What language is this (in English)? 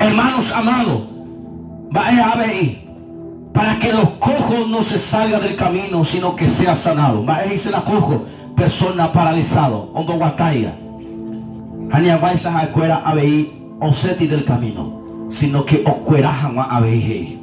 Guarani